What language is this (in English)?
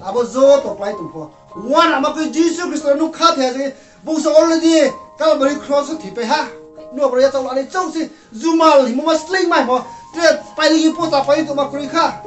Riang (India)